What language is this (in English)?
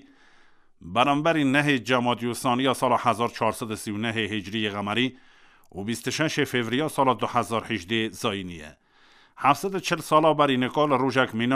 Kurdish